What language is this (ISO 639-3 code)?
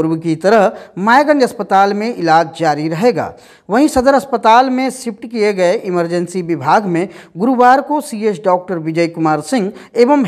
hin